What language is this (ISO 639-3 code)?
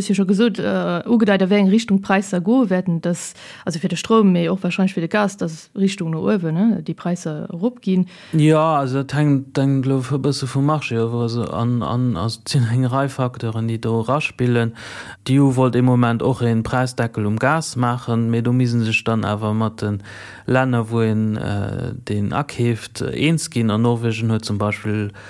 ltz